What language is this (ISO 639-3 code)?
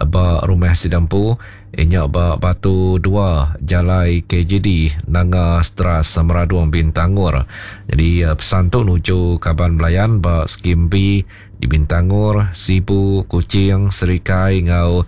iba